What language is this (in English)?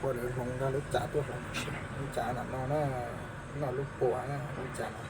Hmong